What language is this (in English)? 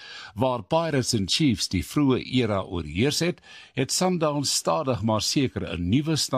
Afrikaans